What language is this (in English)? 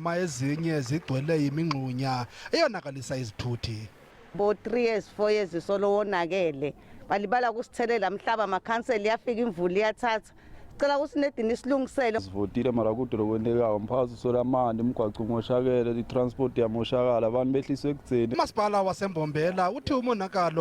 Zulu